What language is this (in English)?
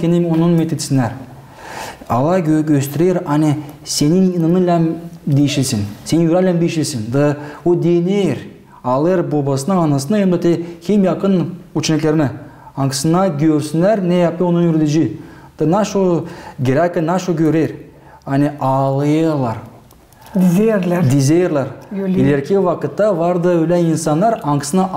Gagauz